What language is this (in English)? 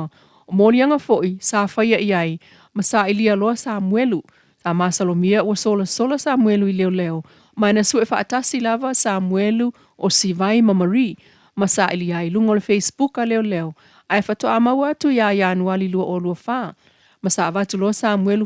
Samoan